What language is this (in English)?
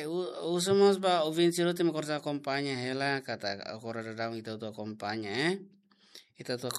Tetum